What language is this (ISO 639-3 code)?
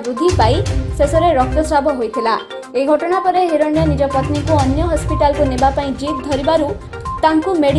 ori